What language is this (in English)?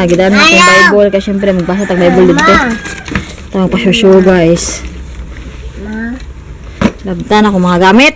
Cebuano